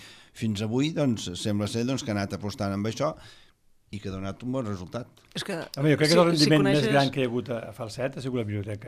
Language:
Catalan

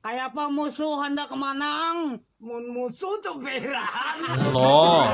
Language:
Banjar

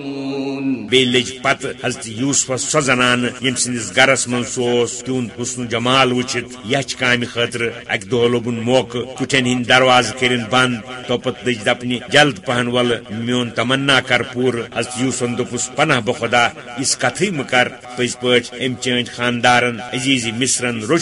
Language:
Kashmiri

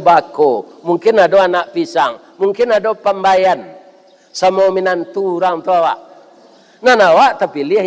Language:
Minangkabau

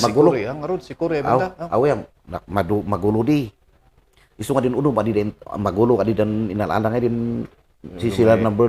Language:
Kankanaey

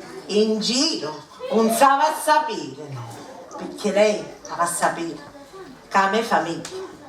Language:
Sicilian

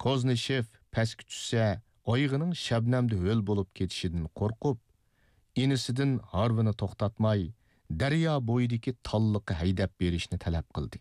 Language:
Uyghur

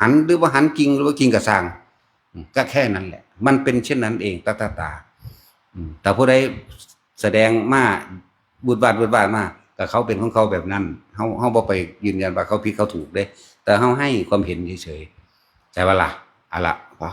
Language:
Northeastern Thai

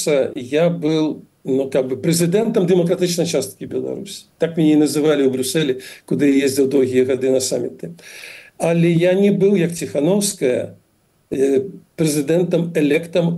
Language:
Belarusian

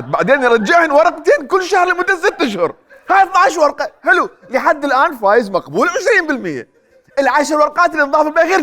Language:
Mesopotamian Arabic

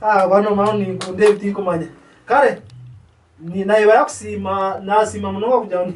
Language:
Nyankole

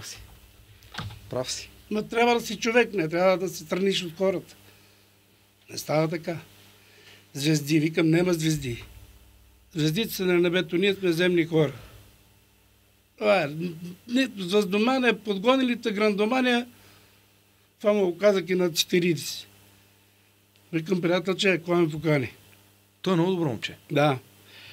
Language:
Bulgarian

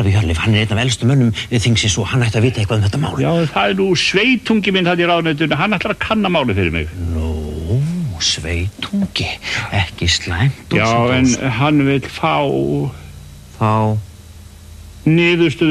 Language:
Icelandic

